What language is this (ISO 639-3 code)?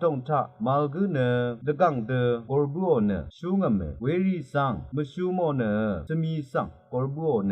raw